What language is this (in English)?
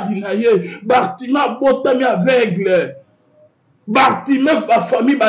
Lingala